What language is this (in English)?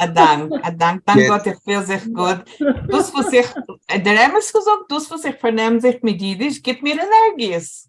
Yiddish